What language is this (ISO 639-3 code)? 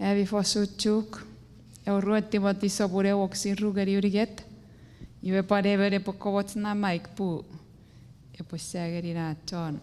chk